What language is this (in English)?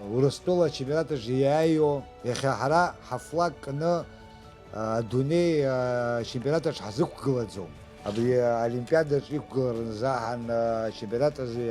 Abkhazian